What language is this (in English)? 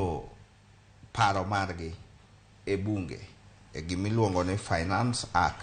Luo (Kenya and Tanzania)